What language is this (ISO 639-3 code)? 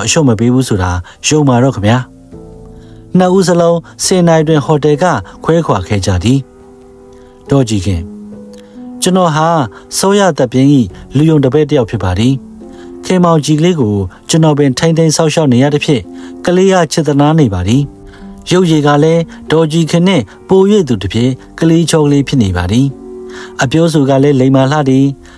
mya